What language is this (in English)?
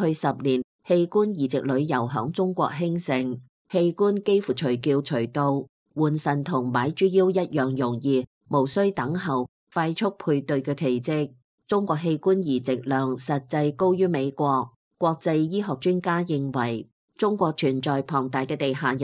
Cantonese